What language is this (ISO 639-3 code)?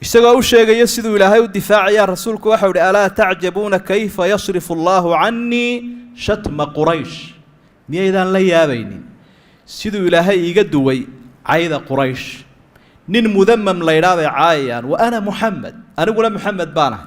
som